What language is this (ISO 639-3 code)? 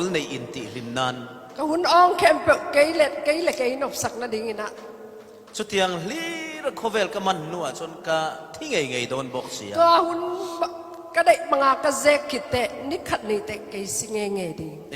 cfm